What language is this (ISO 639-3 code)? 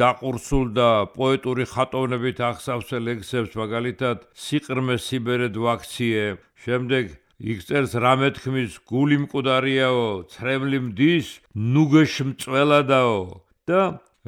kat